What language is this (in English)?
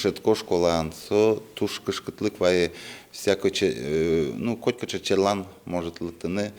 Udmurt